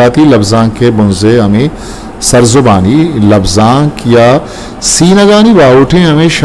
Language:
Eastern Balochi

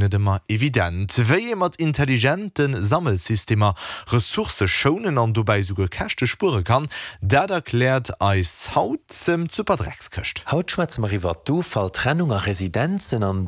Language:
Luxembourgish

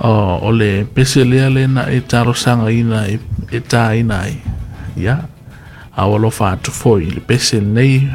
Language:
Samoan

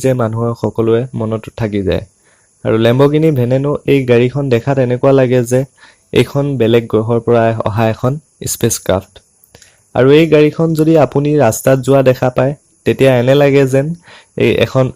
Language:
Assamese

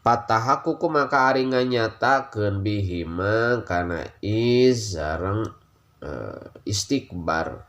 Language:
Sundanese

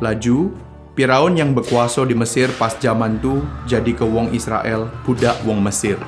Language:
Musi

